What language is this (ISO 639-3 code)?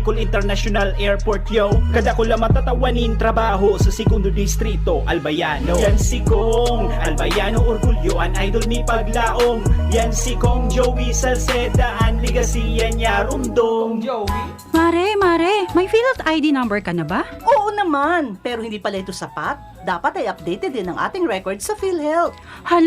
bik